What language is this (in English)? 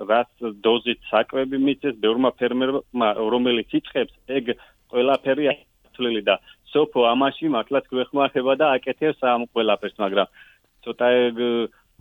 Georgian